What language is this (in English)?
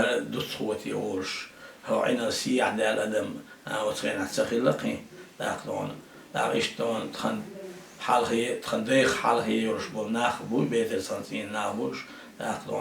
Chechen